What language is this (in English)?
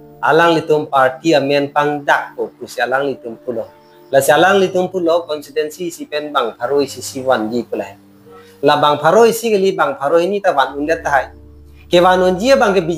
Karbi